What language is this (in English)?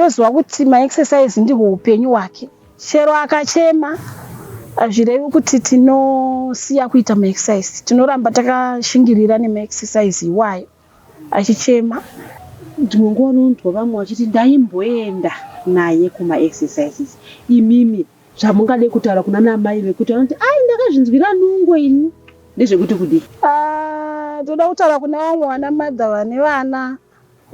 Shona